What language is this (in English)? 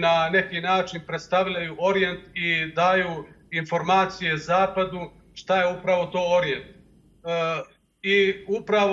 Bosnian